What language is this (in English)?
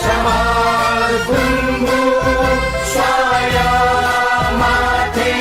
Newari